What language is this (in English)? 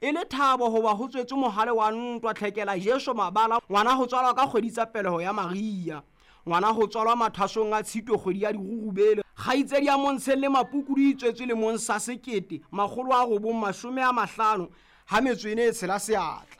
Southern Sotho